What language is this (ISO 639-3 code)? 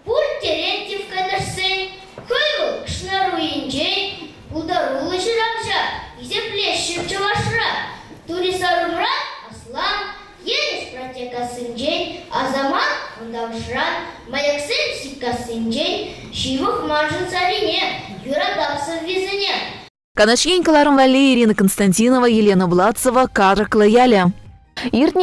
chv